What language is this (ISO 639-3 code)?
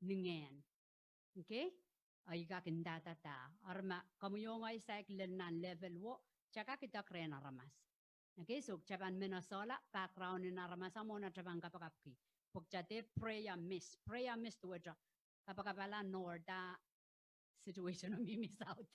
pon